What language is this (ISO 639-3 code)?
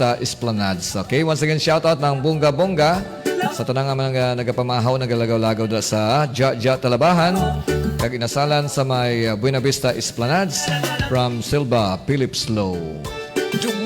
hil